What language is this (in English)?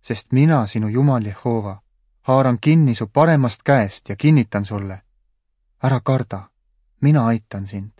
Estonian